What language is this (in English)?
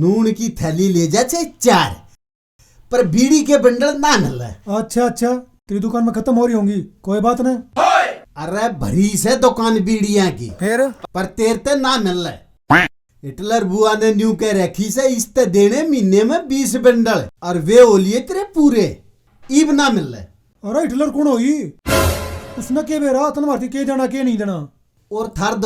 Haryanvi